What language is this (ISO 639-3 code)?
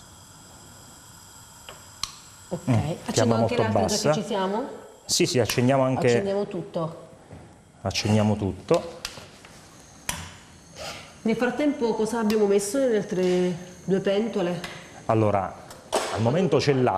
ita